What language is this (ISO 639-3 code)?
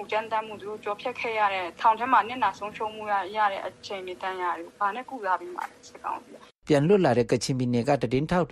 mya